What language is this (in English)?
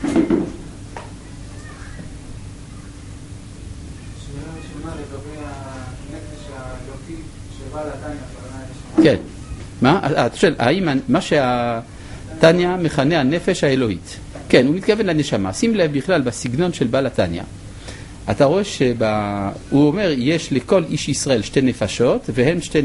Hebrew